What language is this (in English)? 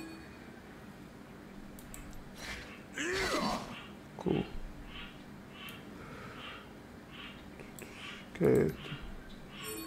Spanish